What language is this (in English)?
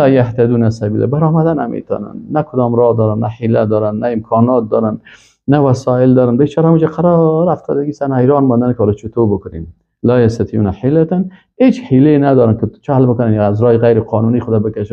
Persian